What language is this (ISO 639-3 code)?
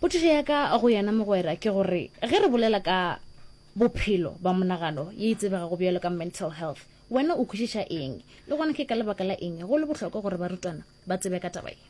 nso